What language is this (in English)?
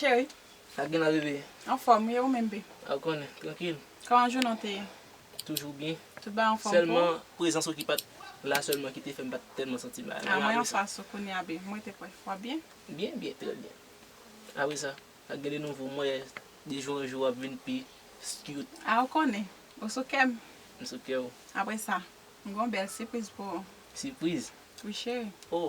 Haitian Creole